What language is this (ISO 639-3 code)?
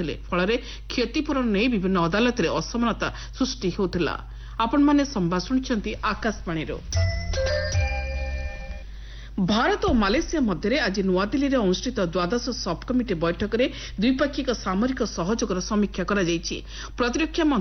ori